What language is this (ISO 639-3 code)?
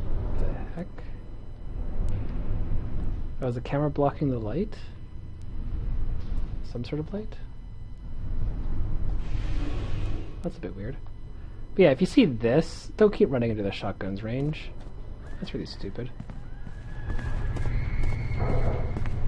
eng